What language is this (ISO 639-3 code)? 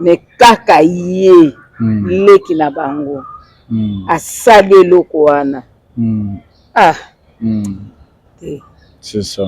lin